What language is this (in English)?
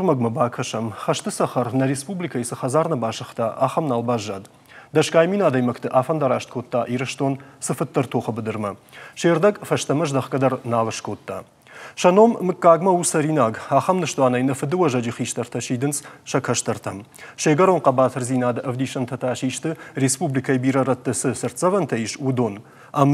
Ossetic